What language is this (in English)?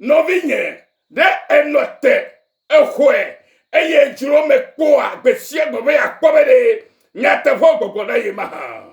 Ewe